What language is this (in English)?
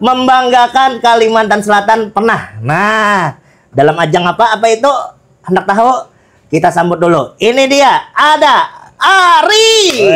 Banjar